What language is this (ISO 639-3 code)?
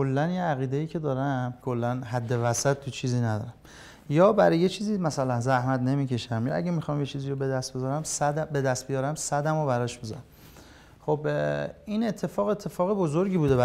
fas